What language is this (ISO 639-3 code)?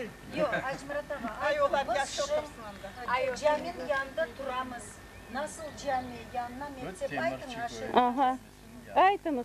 crh